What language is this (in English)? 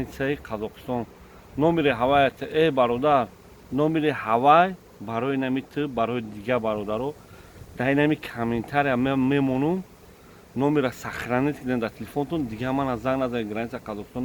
Tajik